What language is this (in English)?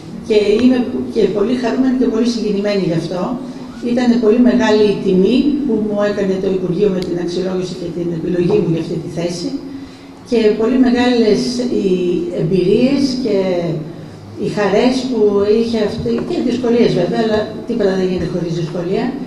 Greek